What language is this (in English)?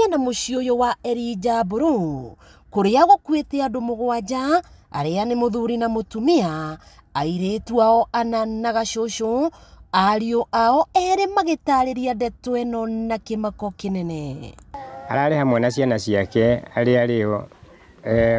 Kikuyu